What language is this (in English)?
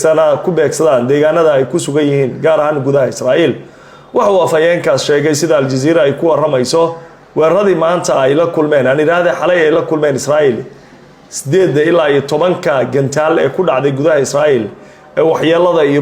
Somali